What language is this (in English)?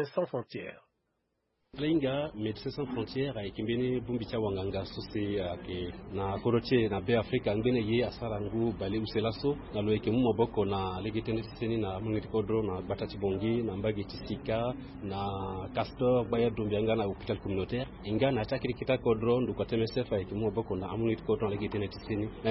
Sango